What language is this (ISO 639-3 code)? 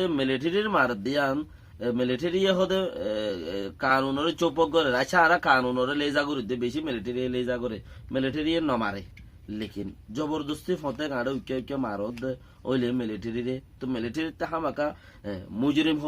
rhg